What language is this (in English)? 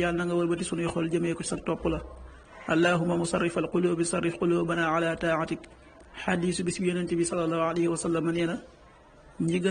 Wolof